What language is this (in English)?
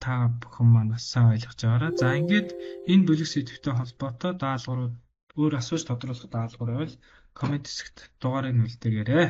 Mongolian